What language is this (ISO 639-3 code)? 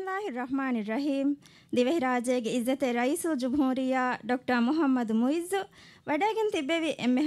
div